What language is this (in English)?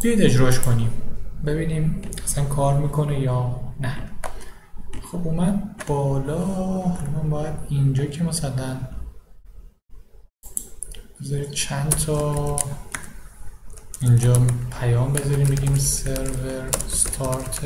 Persian